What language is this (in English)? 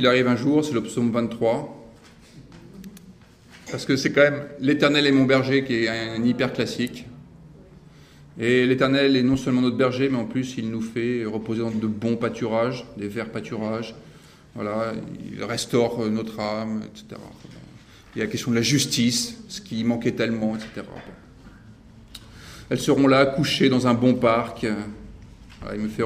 French